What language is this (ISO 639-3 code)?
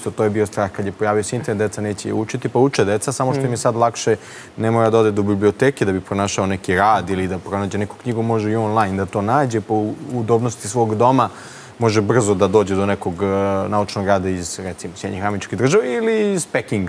srp